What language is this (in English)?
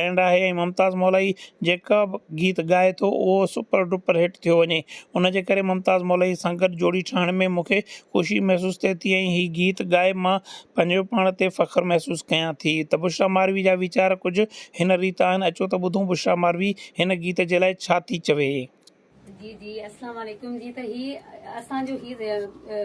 Sindhi